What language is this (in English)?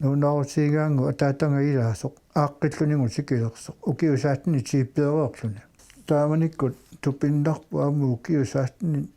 Kalaallisut